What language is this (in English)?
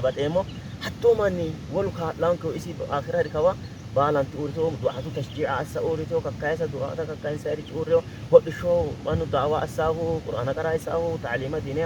Sidamo